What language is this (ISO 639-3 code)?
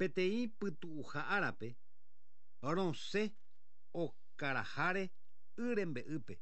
grn